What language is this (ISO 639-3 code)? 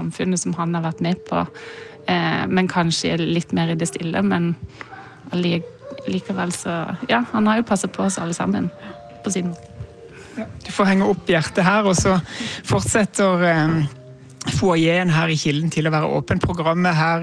nor